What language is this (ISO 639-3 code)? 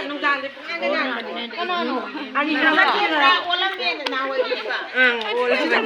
mni